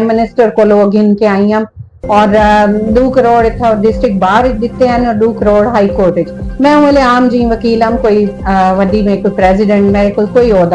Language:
Saraiki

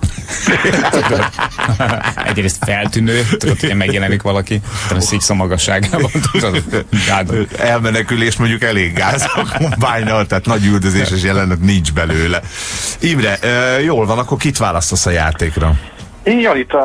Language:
Hungarian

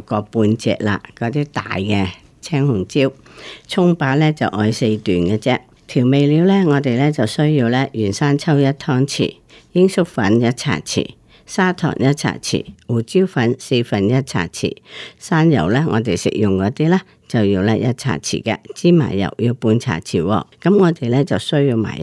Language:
Cantonese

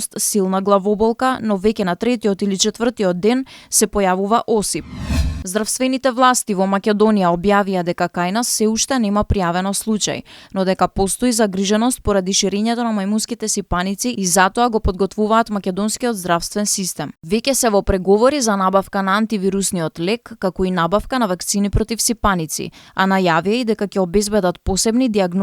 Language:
Macedonian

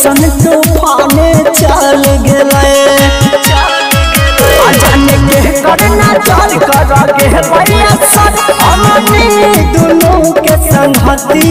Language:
Bhojpuri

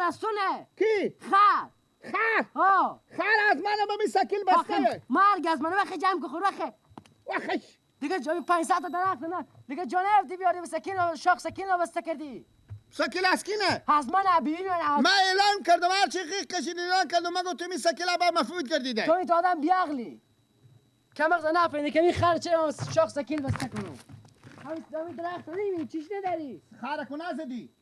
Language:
Persian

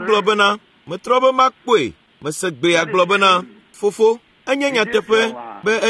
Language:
Ewe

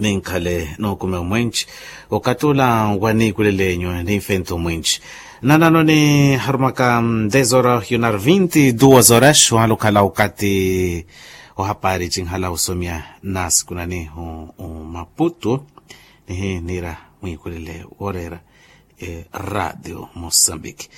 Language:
Makhuwa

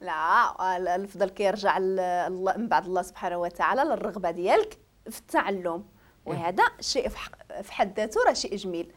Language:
Moroccan Arabic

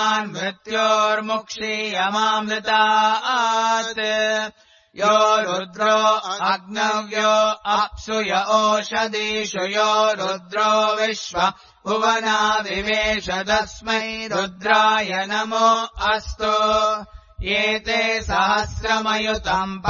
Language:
Sanskrit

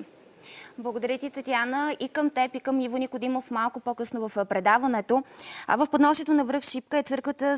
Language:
Bulgarian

